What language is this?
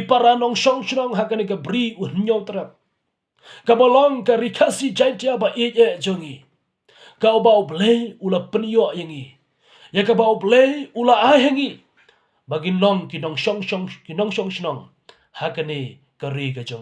Khasi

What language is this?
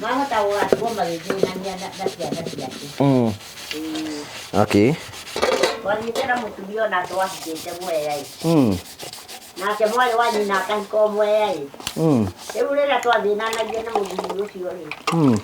Kikuyu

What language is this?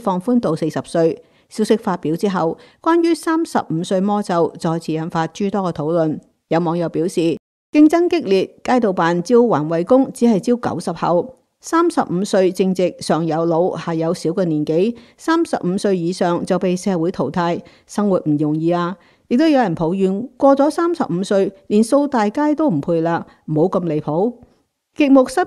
Cantonese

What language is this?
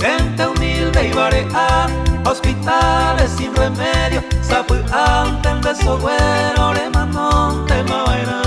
Guarani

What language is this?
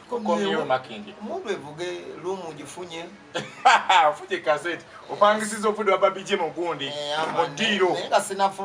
Ganda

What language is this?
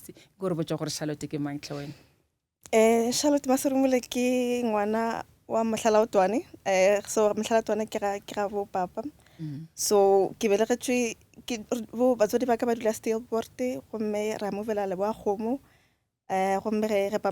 Northern Sotho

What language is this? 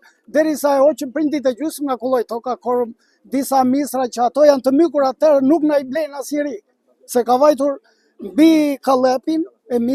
Albanian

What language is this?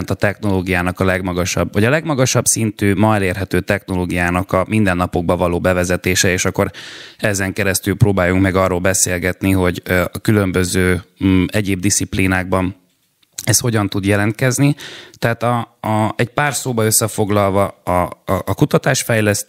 Hungarian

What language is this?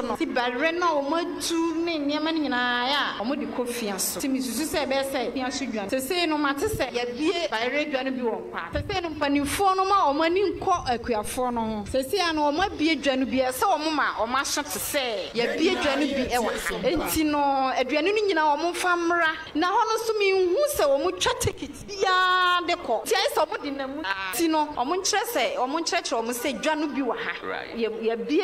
Akan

